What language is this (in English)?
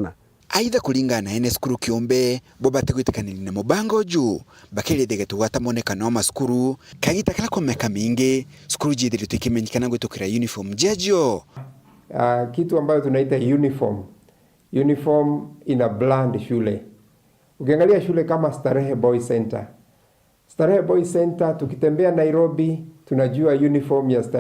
Meru